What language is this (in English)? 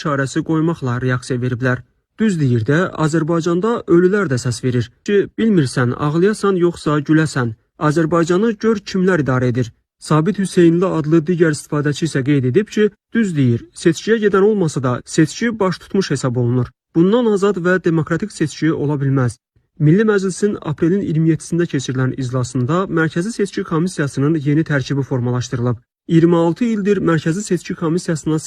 Azerbaijani